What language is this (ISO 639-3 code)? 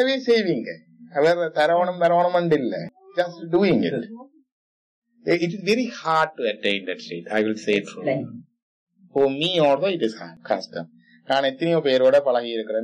tam